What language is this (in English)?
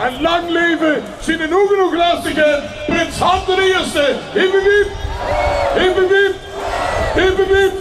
Limburgish